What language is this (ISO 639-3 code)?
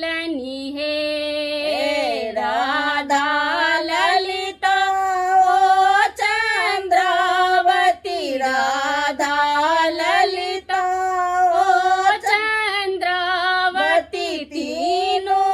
mai